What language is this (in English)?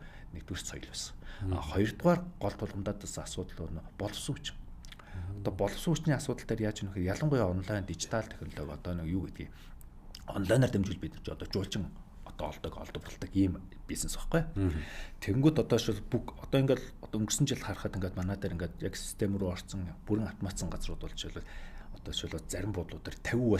Mongolian